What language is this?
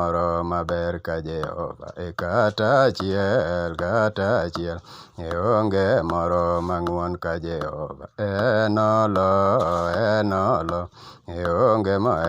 Luo (Kenya and Tanzania)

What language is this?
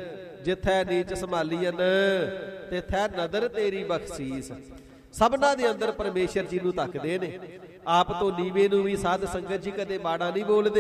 Punjabi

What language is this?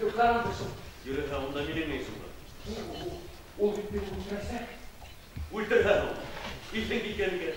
Bashkir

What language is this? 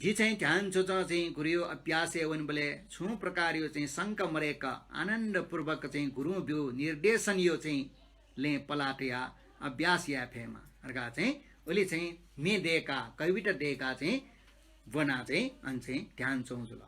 Newari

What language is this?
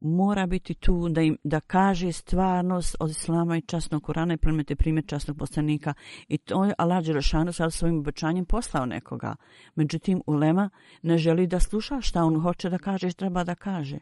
Bosnian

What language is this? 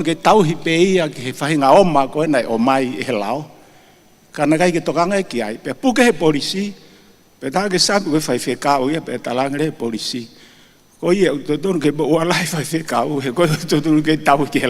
Tongan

